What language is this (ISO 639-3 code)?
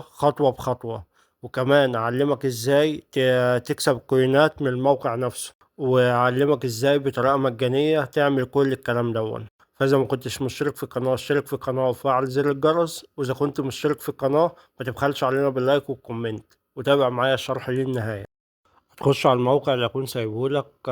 arz